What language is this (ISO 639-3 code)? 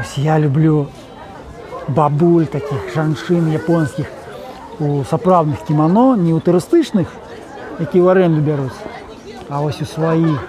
bel